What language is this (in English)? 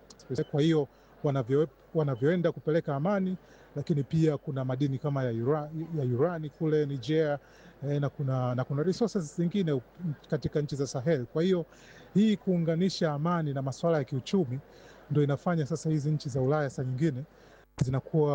Swahili